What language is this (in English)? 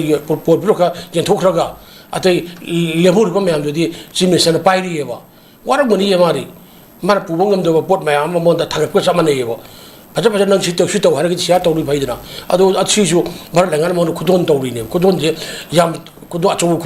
Manipuri